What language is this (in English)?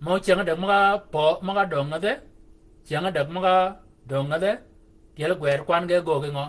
Shilluk